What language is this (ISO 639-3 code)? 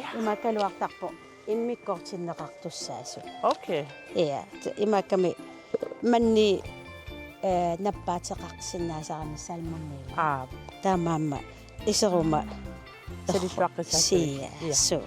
kal